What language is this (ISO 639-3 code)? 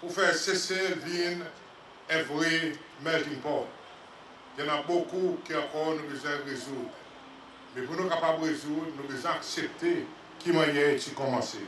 crs